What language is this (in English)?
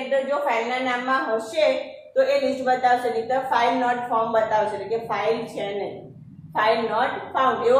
Gujarati